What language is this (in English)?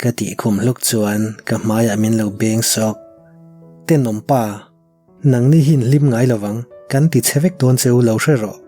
Mizo